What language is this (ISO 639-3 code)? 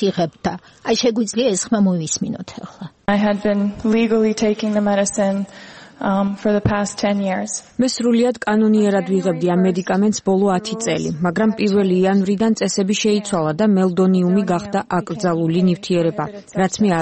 kat